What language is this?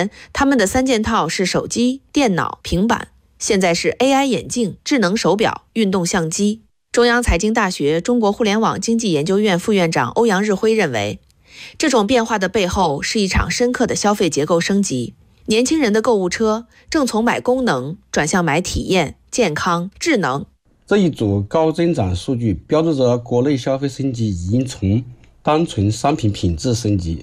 Chinese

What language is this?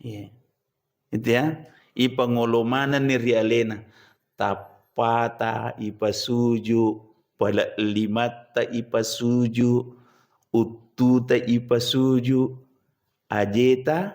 Buginese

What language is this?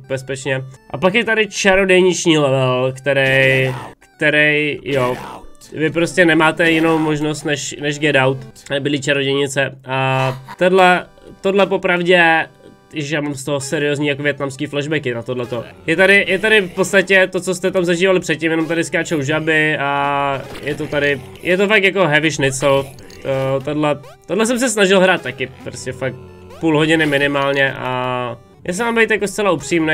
Czech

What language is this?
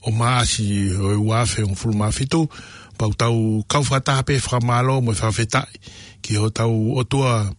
Tongan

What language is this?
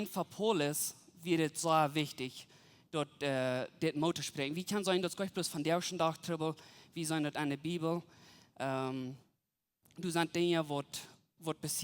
Plautdietsch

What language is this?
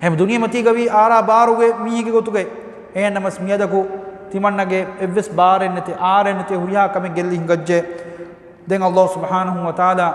Divehi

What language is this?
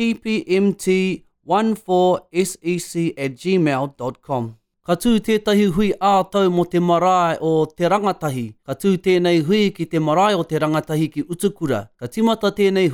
Māori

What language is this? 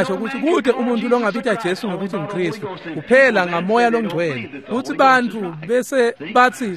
Swati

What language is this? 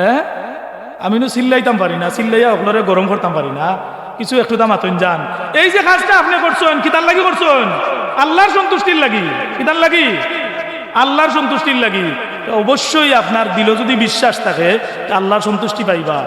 Sylheti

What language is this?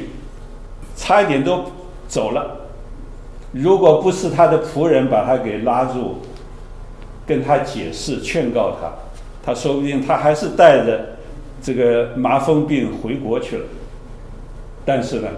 Chinese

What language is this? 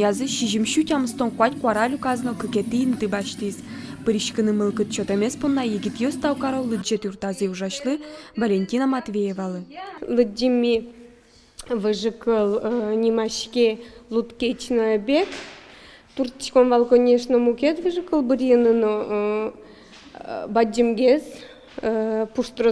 Udmurt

